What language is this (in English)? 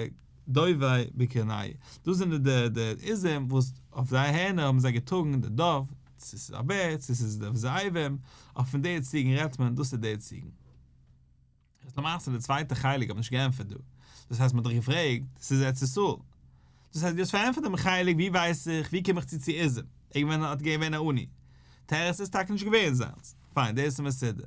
Yiddish